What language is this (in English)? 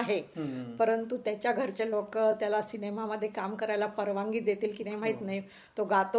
Marathi